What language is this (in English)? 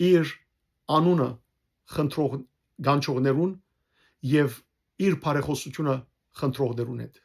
Western Armenian